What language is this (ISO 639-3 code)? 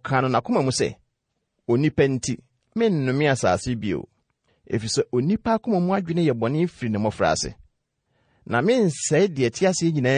aka